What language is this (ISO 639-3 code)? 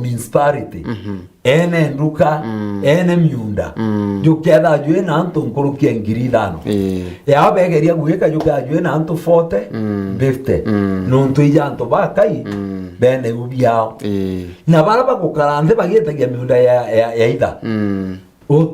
mer